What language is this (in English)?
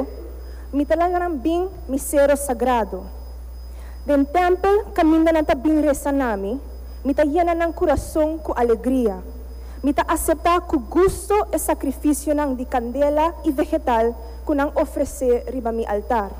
Papiamento